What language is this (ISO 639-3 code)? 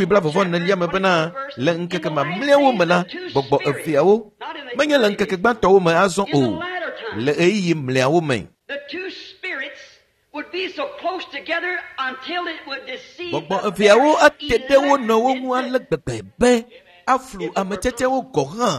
ewe